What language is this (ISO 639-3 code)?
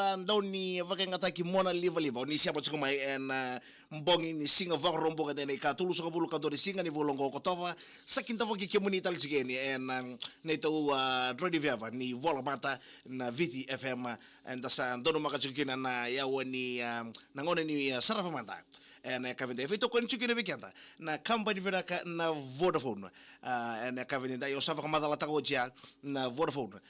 fij